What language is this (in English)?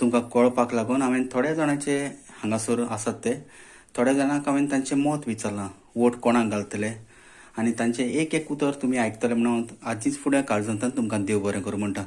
Konkani